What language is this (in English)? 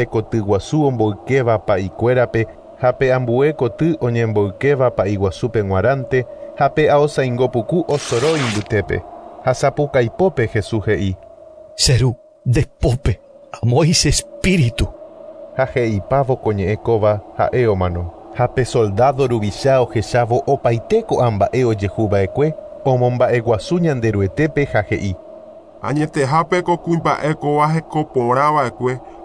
Guarani